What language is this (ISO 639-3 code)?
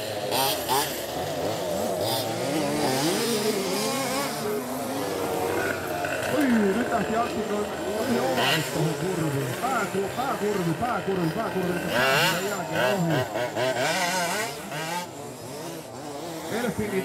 fin